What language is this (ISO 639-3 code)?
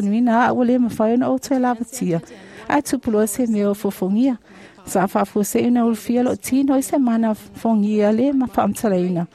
smo